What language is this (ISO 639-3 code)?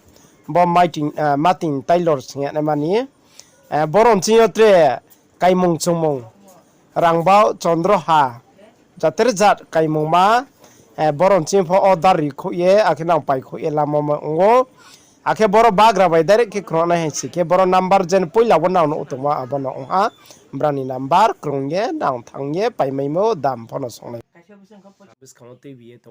ria